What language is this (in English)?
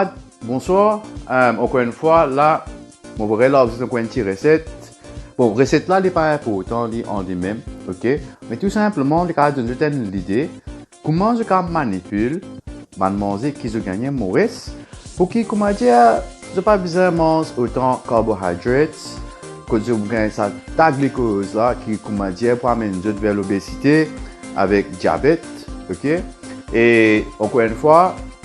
Morisyen